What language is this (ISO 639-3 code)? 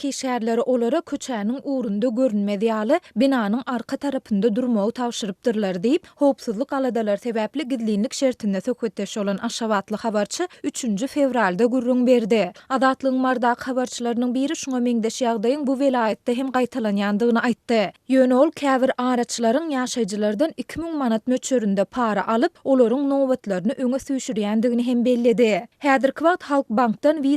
tuk